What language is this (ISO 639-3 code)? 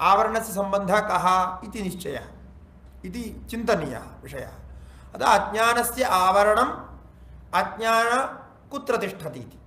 san